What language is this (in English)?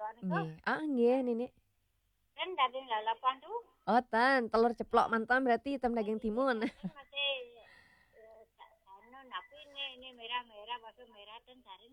Balinese